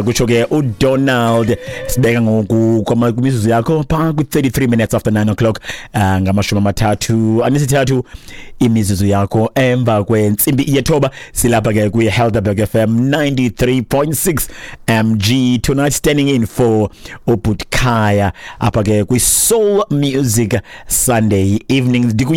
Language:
Xhosa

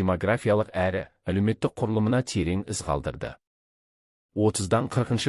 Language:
Kazakh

